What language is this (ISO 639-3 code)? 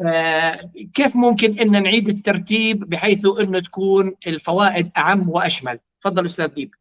apc